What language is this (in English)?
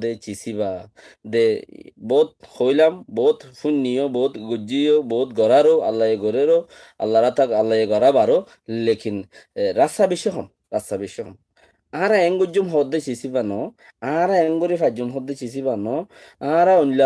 Rohingya